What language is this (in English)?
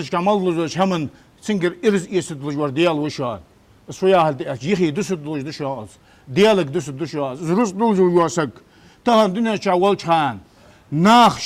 Ingush